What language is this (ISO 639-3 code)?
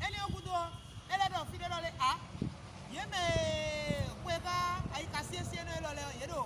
fon